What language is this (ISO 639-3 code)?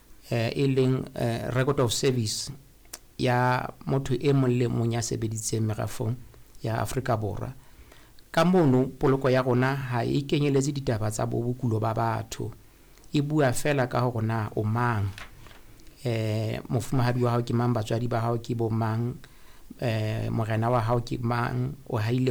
sot